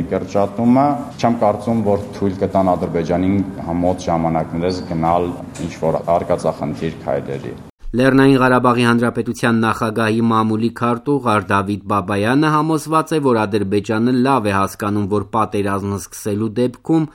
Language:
Armenian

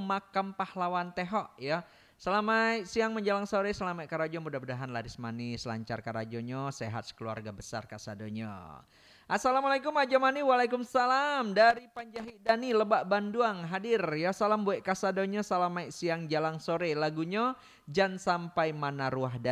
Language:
Minangkabau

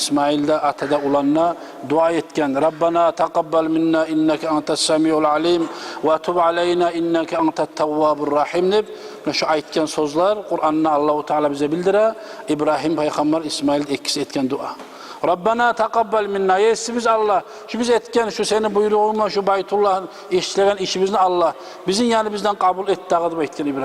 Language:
Kumyk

